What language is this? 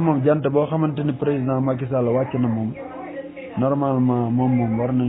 Wolof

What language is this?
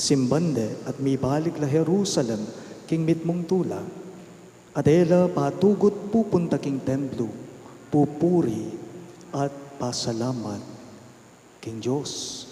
Pampanga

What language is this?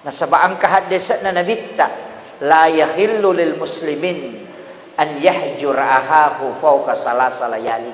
Buginese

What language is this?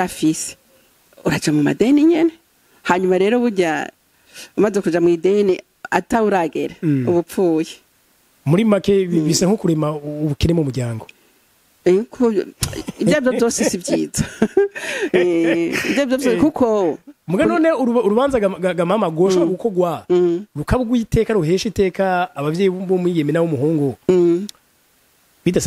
Rundi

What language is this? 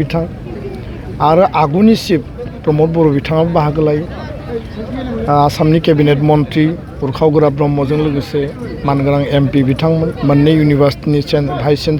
Bodo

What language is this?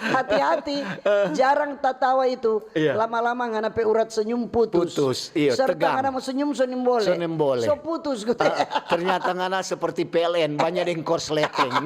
Manado Malay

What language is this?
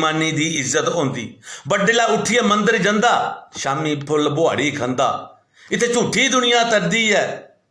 Dogri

